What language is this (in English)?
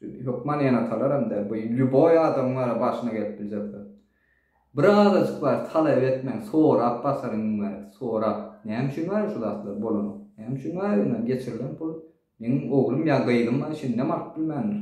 Turkmen